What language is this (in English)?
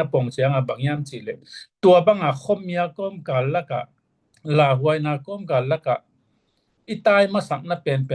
Tedim Chin